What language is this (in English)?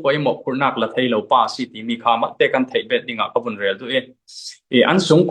Falam Chin